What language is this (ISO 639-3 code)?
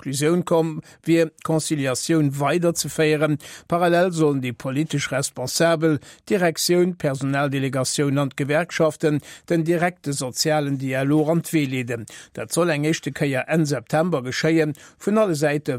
ltz